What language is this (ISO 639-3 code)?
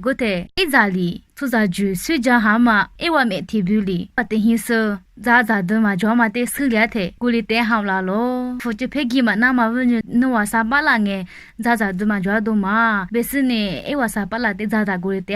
lis